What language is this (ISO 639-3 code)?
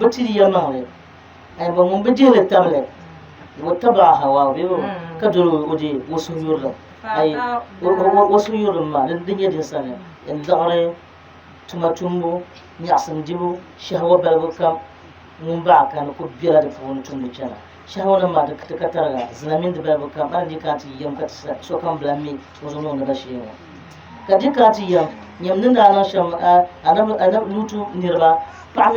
dag